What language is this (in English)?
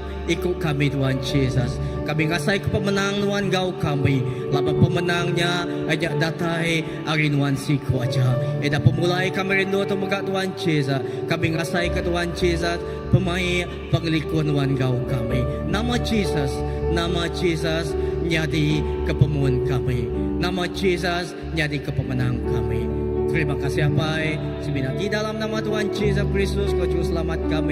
Iban